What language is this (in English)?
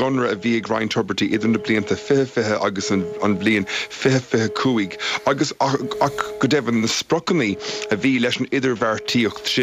Irish